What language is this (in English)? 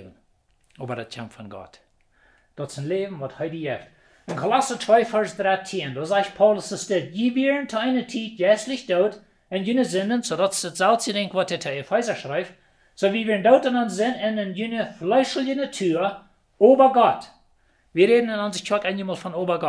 Plautdietsch